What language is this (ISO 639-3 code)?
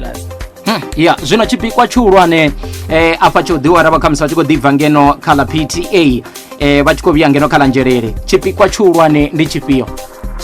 ven